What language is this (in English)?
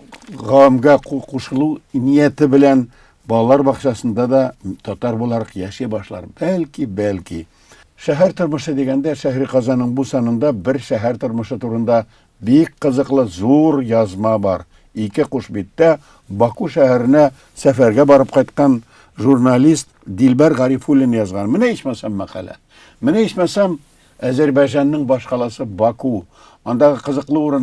Tatar